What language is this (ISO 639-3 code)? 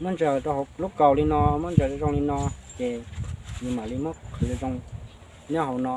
hmn